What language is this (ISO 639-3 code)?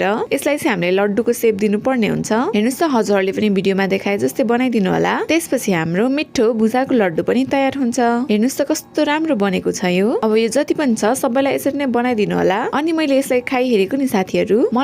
nep